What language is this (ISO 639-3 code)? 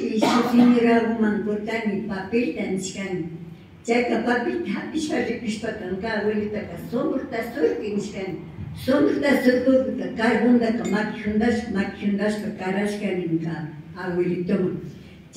qvi